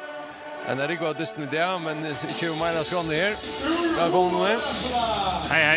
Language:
Faroese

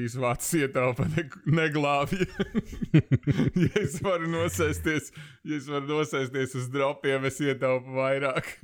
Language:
Latvian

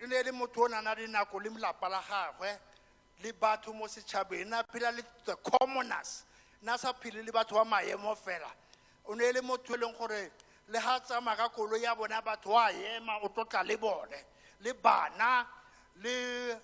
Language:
Tswana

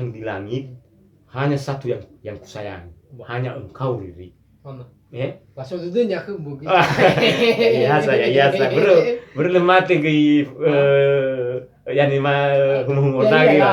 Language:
Nias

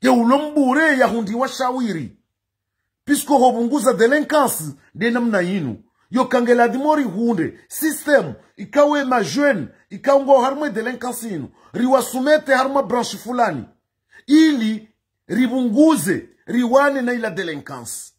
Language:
Ngazidja Comorian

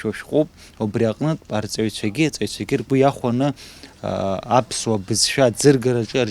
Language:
Abkhazian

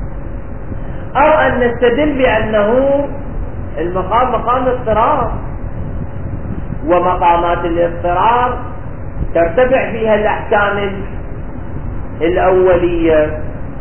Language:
Arabic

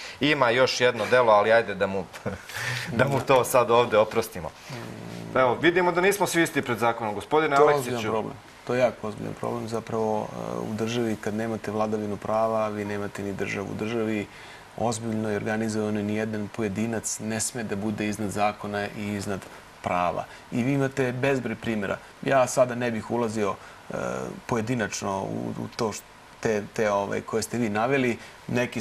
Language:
Serbian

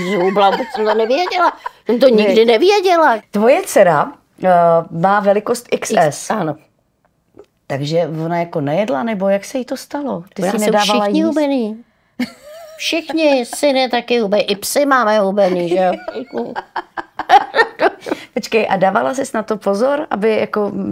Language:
Czech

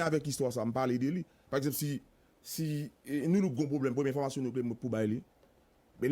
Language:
Haitian Creole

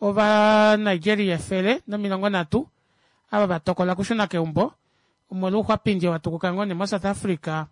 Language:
Kuanyama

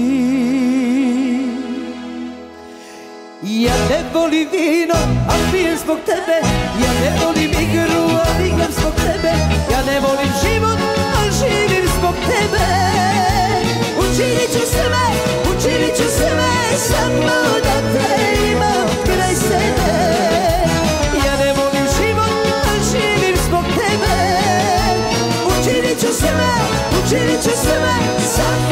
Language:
Croatian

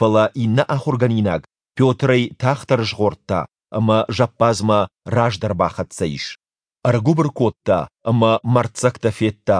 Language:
Ossetic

